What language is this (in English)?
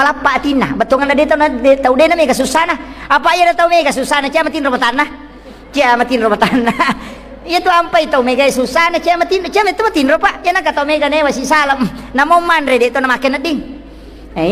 Buginese